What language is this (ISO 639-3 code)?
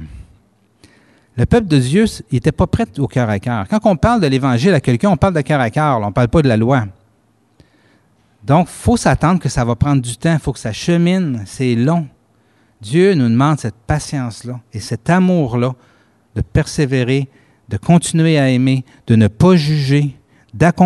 fra